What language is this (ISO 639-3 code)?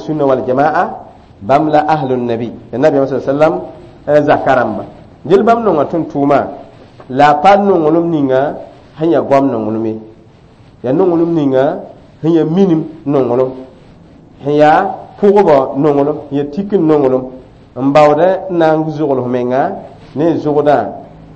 mos